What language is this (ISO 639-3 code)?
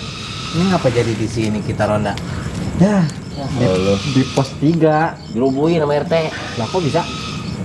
bew